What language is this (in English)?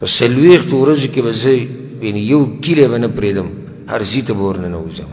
Pashto